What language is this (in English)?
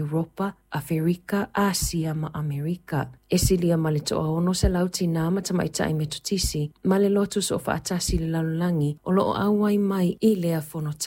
Samoan